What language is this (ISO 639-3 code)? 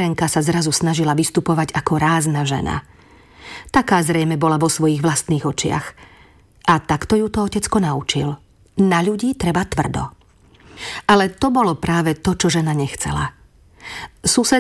slk